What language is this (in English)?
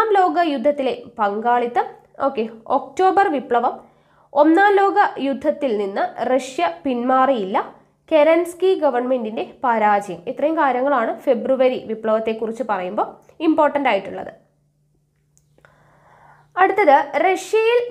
Malayalam